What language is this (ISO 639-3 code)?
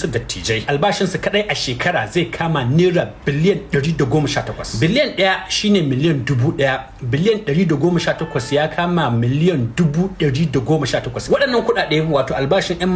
hau